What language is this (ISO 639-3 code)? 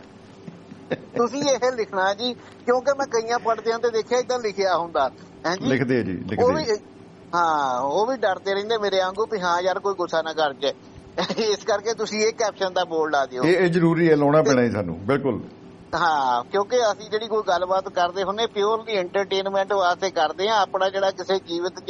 pan